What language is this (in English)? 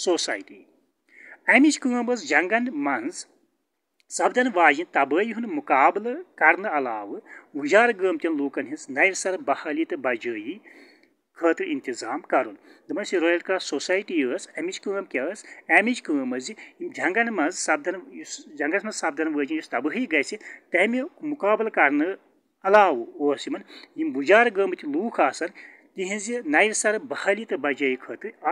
Kashmiri